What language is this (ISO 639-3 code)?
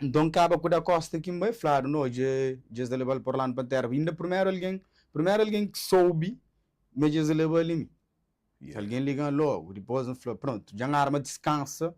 kea